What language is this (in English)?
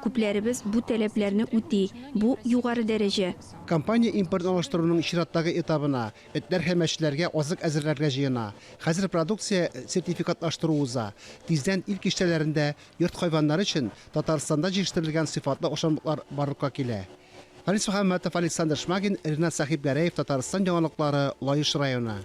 Tatar